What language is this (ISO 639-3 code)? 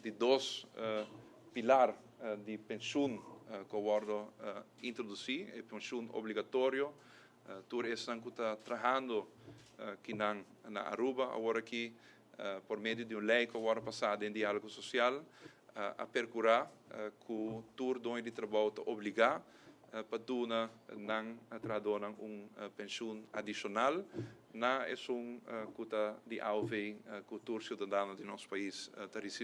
pap